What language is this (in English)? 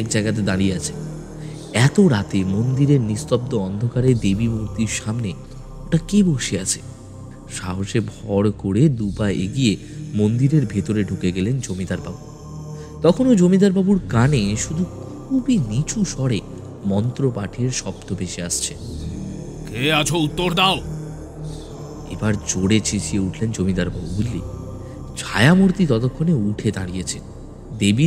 Bangla